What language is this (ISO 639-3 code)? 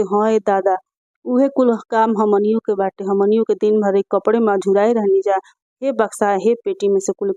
bho